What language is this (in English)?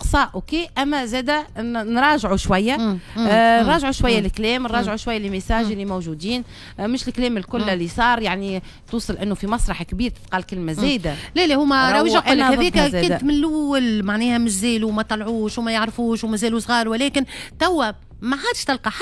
Tunisian Arabic